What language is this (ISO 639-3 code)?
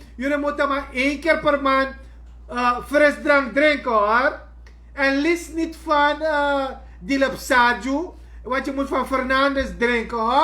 srn